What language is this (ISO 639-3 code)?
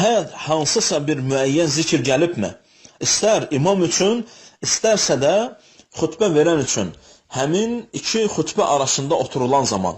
aze